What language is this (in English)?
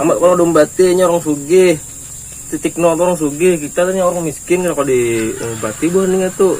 Banjar